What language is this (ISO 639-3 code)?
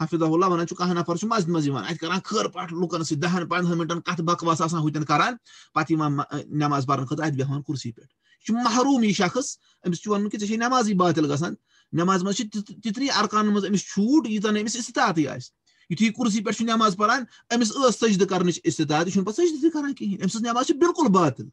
kas